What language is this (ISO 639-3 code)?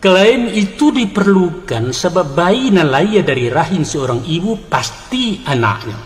min